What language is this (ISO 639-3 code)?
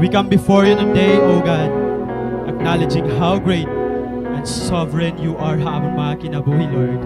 war